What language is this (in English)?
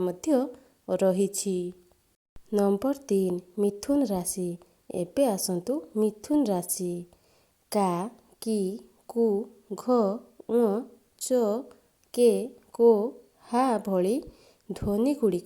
Odia